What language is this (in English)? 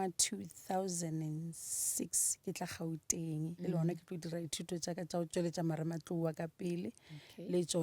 Northern Sotho